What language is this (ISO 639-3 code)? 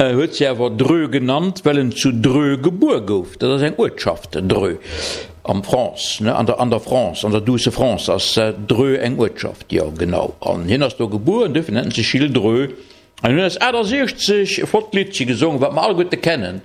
ltz